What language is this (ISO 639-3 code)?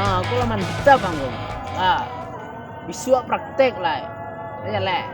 min